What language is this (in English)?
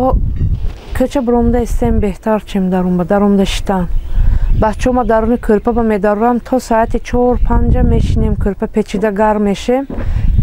Tajik